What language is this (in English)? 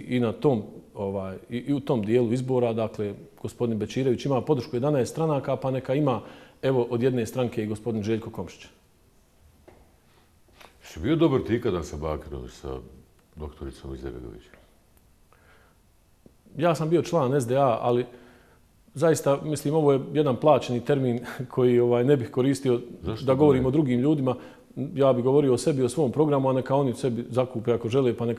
Bosnian